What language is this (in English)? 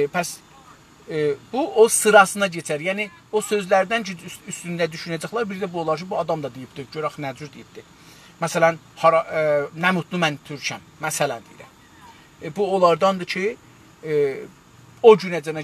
South Azerbaijani